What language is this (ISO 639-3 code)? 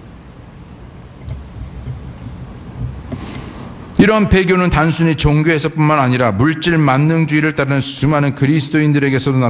kor